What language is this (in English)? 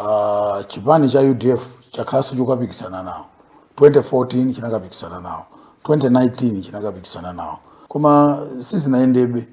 Nyanja